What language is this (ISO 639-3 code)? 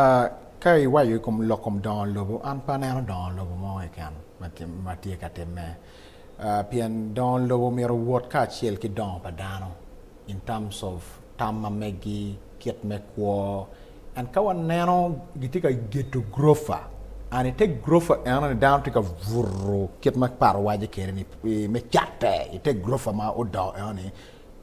ach